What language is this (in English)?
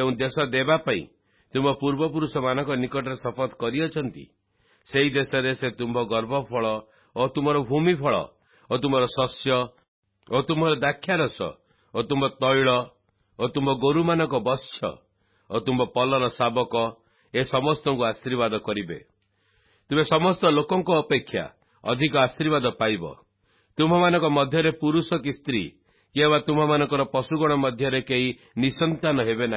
Odia